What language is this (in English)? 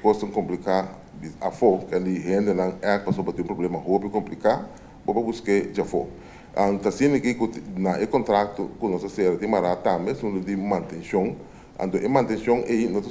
Papiamento